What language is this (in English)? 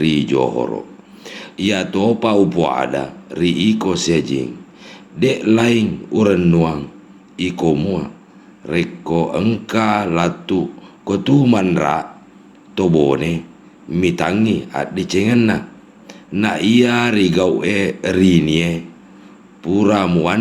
Buginese